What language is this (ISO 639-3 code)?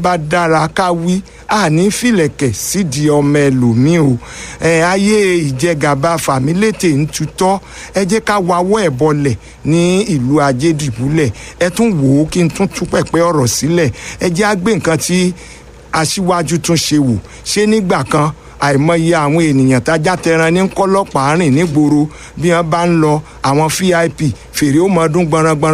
yor